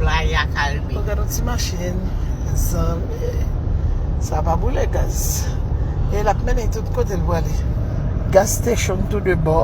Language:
Haitian Creole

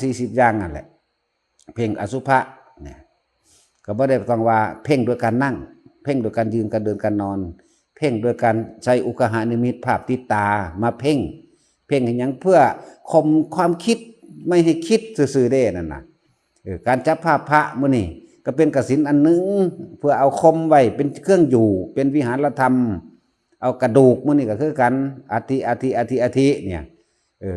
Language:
Northeastern Thai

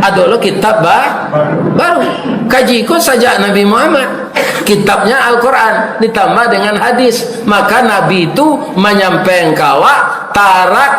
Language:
Minangkabau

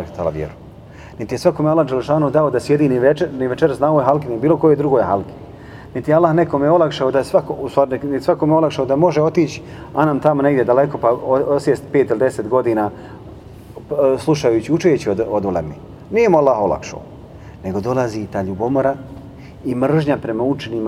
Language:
Bosnian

